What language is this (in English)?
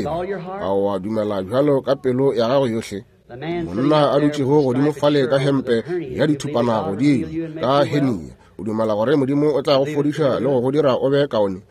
Northern Sotho